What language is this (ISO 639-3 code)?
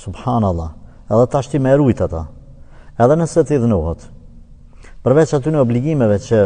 sqi